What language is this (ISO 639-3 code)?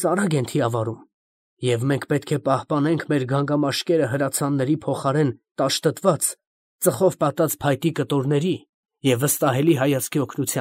hye